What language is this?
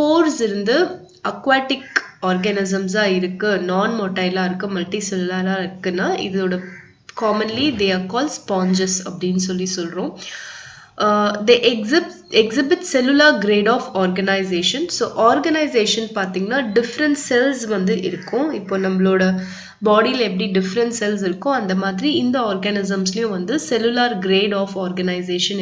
Tamil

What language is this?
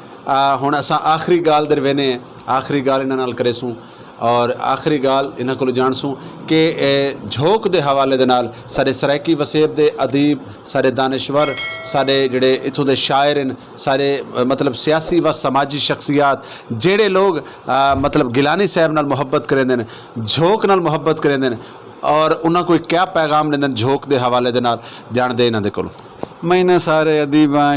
Saraiki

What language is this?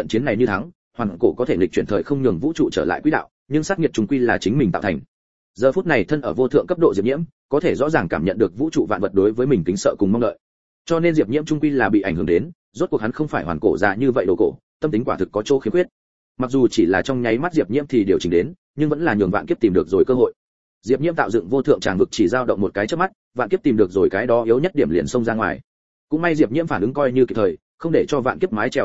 Vietnamese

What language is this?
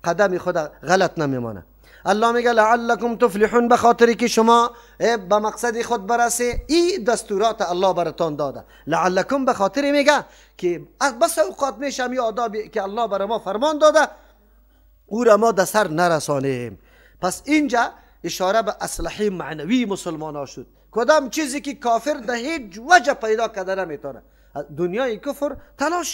Persian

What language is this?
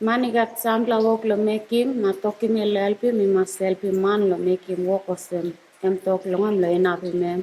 Tok Pisin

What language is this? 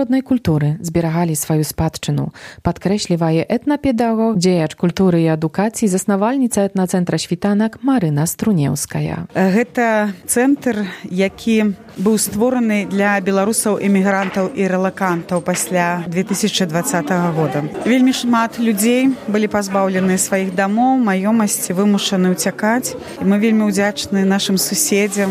Belarusian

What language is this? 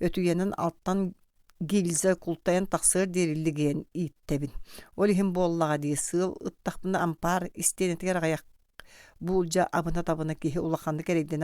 Yakut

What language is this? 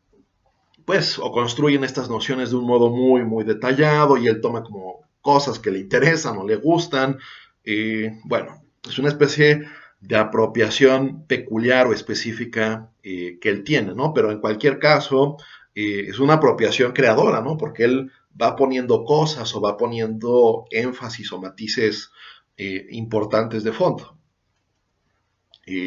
Spanish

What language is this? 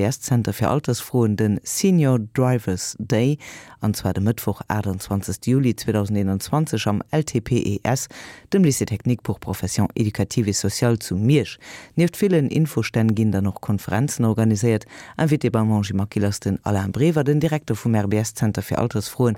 Luxembourgish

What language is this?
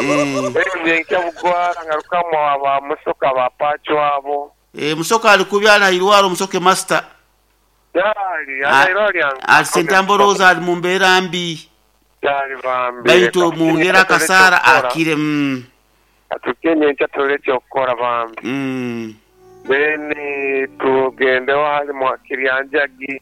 Nyoro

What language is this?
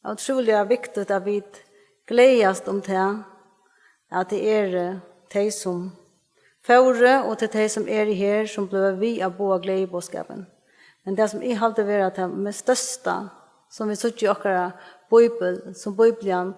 Faroese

